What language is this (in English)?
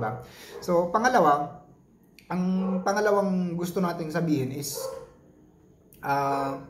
Filipino